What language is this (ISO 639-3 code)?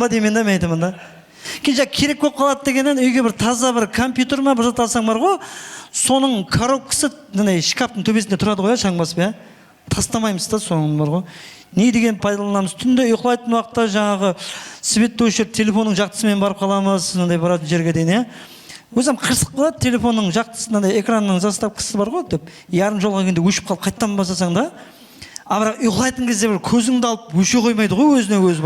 kaa